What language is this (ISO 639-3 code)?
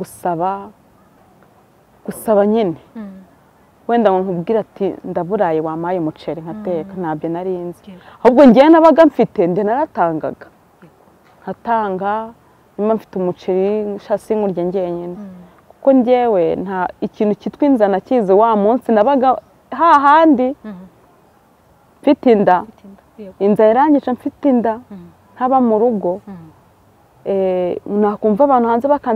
kin